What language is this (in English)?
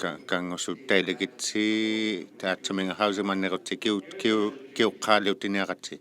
Inuktitut